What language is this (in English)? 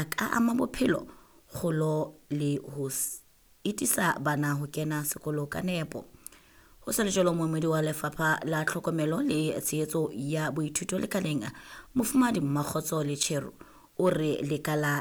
Southern Sotho